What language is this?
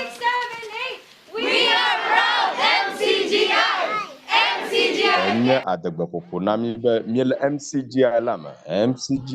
Ewe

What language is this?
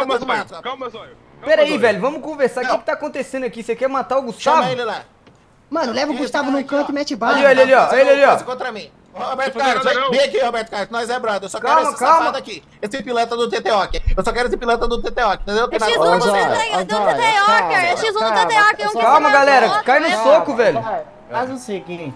Portuguese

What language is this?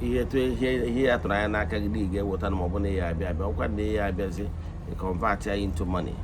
Igbo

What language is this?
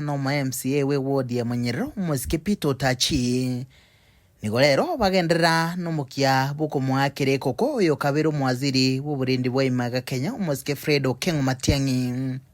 Gusii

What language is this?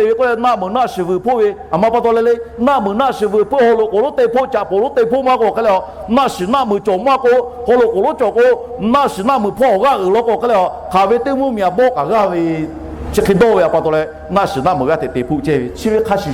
Lahu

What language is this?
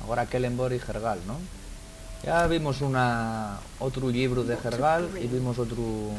Asturian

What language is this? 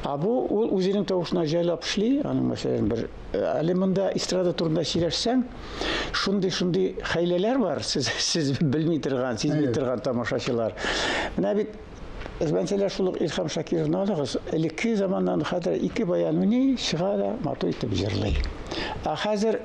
Tatar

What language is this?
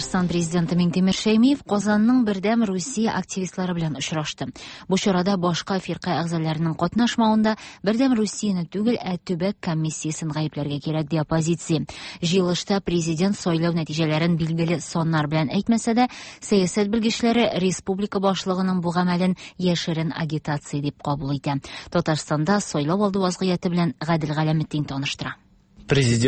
Tatar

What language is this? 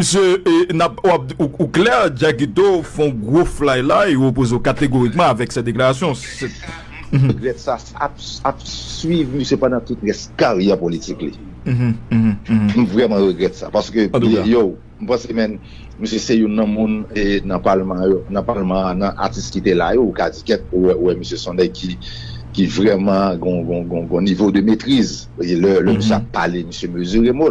Haitian Creole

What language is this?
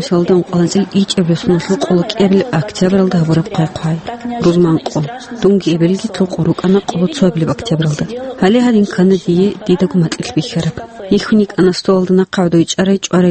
Avaric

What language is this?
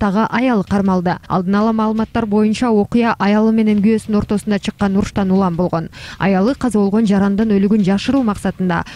Kyrgyz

